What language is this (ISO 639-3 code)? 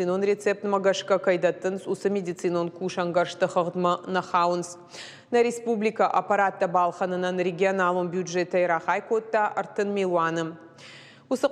oss